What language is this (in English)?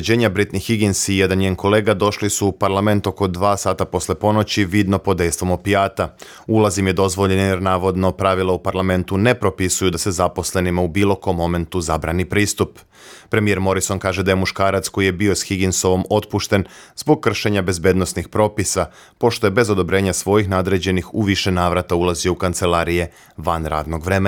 Serbian